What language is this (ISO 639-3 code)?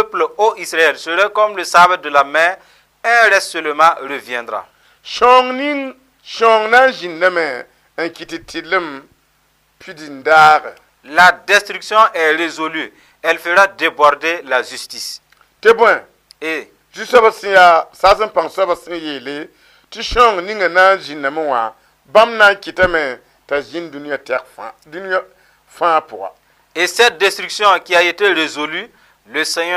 mos